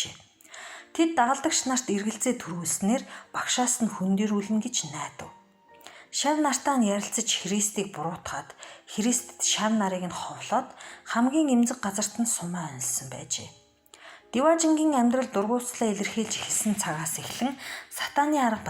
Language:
Mongolian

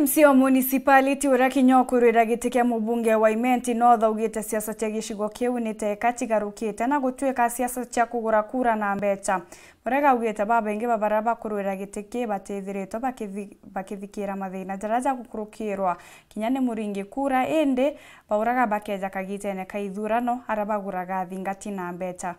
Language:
Meru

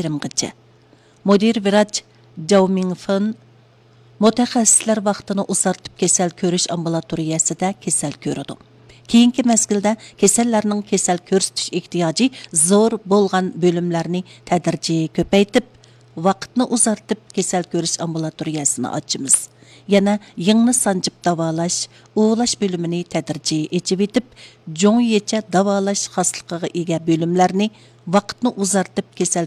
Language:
Uyghur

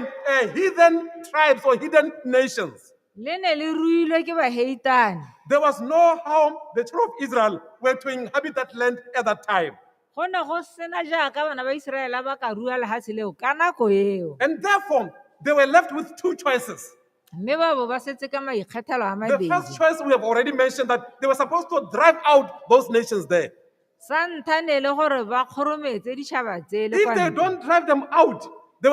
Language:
Tswana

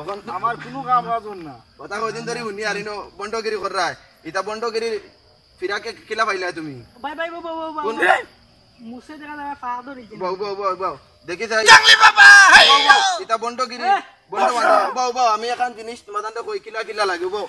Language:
Sylheti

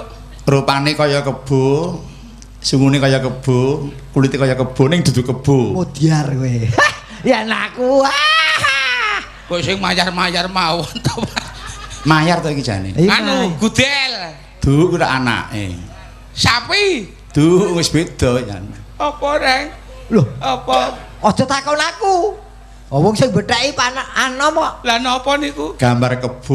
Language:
Javanese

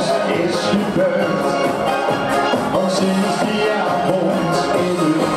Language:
Dutch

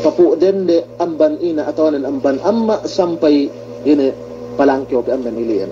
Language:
Yakan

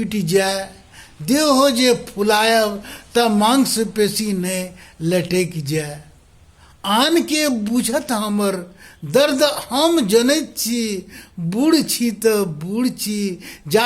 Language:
Maithili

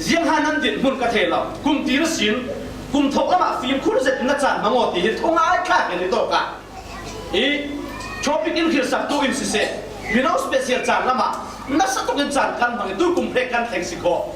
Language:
Falam Chin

